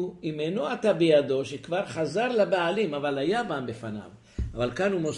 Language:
Hebrew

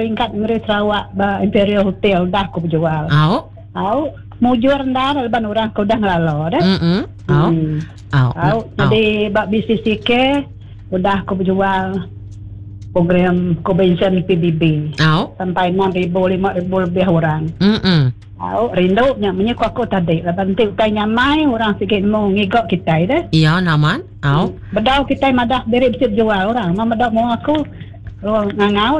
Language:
Iban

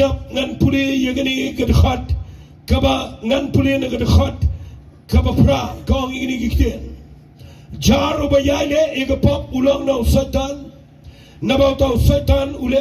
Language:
Khasi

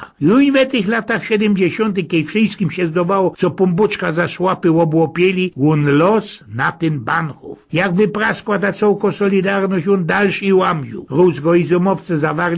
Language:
Silesian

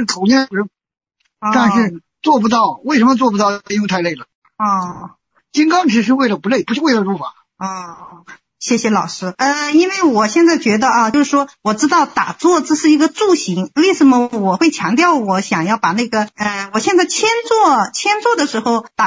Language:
Chinese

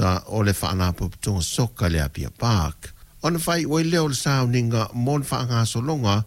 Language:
Samoan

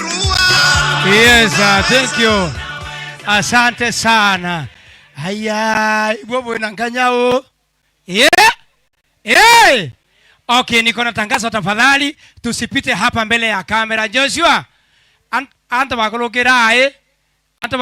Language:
Meru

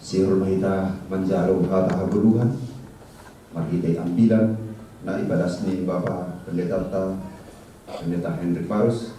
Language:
Batak Simalungun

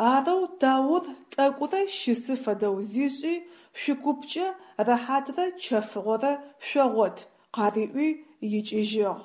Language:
Adyghe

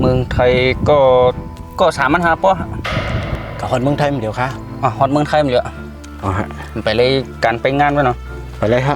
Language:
Shan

